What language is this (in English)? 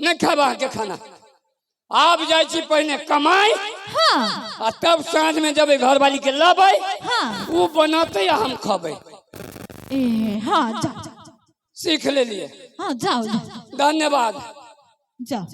Maithili